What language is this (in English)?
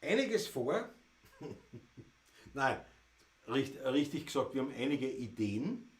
Bavarian